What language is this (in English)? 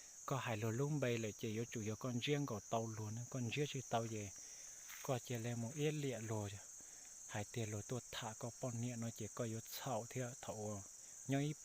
Hmong